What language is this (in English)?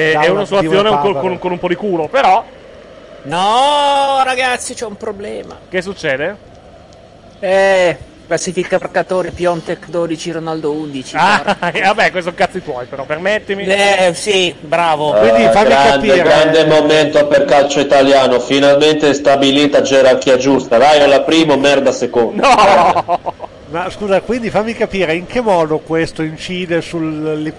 Italian